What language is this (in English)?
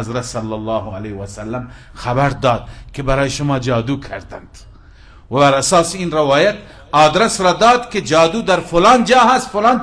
Persian